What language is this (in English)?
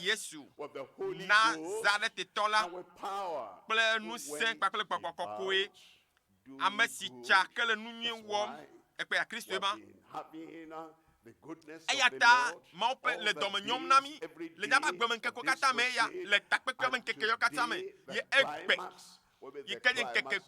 Ewe